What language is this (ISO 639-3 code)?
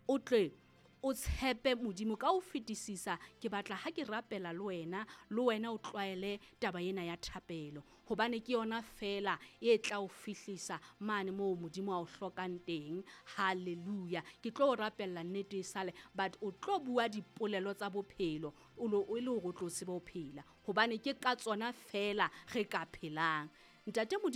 sot